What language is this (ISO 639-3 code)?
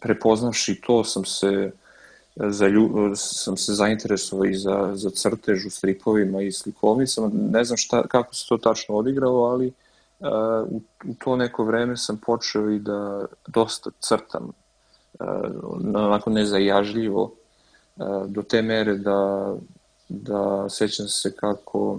srp